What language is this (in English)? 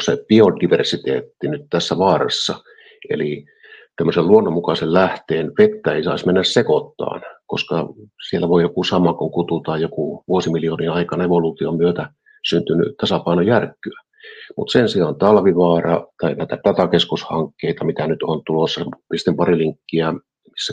Finnish